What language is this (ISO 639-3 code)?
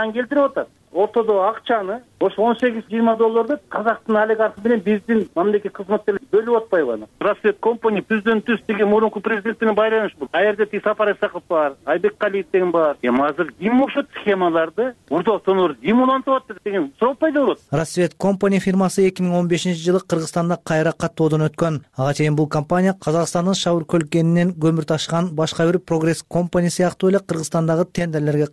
kir